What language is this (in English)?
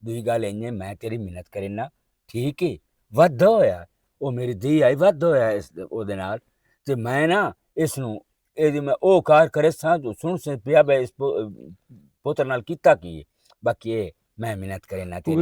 Western Panjabi